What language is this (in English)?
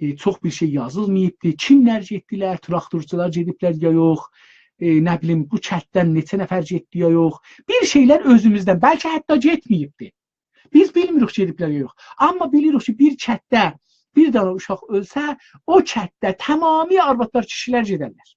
South Azerbaijani